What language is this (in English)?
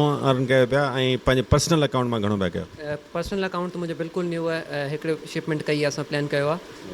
Sindhi